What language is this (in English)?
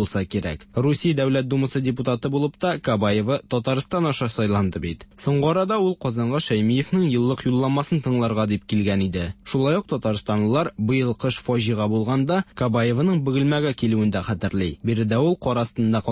Tatar